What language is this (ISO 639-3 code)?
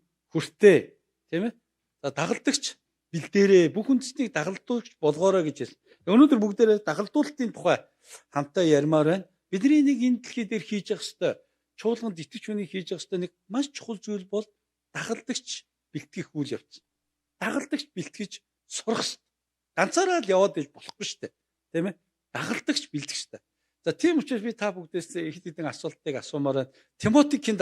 mon